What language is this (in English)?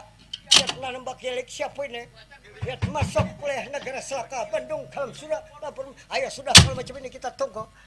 Banjar